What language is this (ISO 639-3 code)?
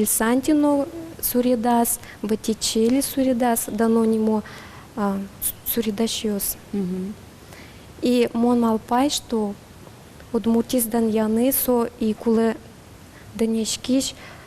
udm